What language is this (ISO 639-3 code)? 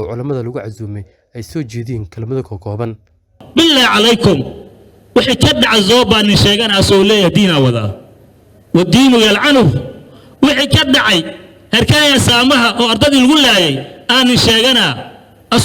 som